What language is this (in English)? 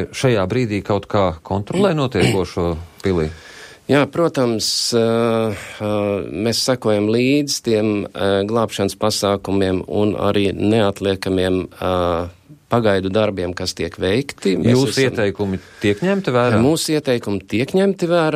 Latvian